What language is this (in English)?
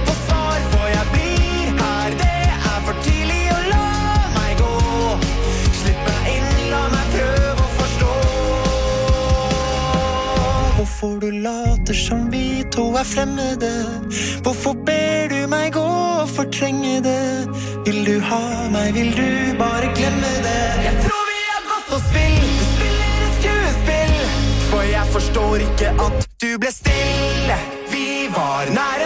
Norwegian